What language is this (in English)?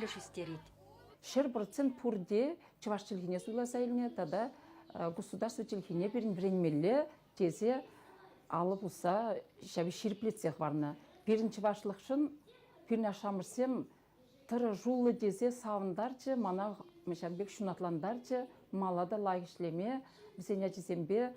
Chuvash